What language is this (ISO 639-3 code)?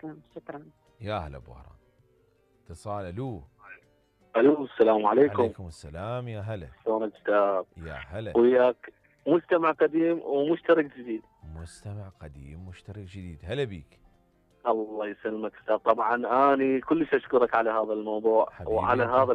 acm